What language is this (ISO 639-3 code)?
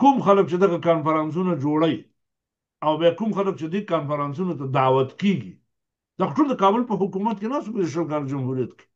pus